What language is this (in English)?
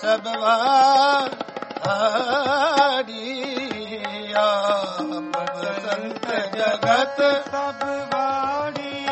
Punjabi